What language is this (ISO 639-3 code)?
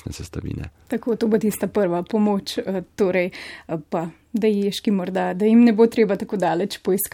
slv